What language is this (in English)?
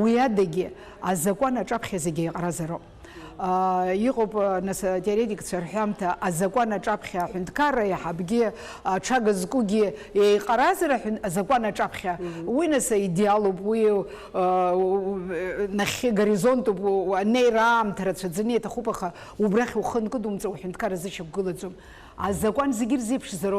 Abkhazian